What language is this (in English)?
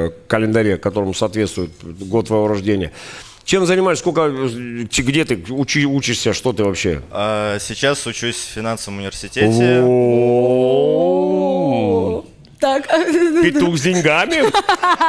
Russian